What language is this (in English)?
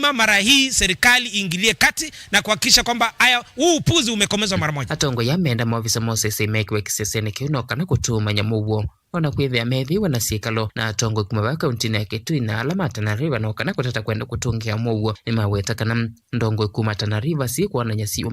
Kamba